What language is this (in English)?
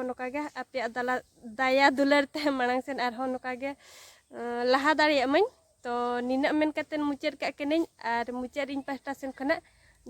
Santali